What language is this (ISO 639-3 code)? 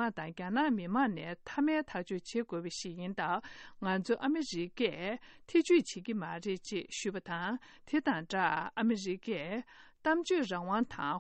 bod